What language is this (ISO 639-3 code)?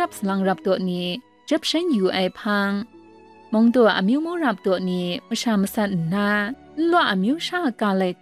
kac